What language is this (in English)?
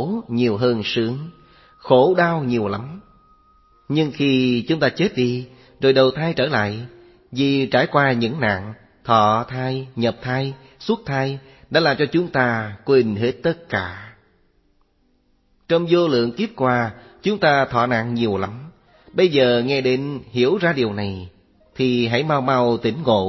Vietnamese